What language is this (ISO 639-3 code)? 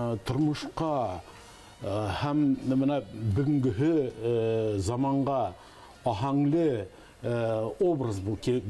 bak